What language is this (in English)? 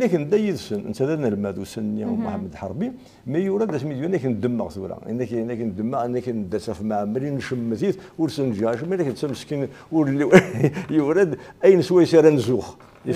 Kabyle